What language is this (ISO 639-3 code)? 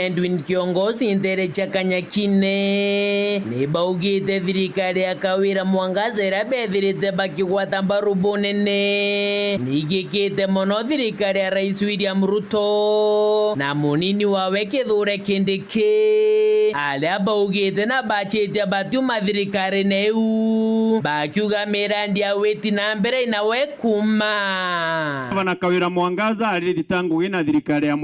mer